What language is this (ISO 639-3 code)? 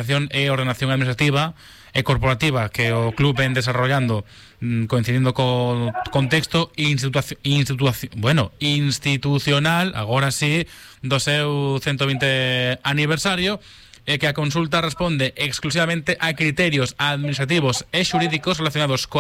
glg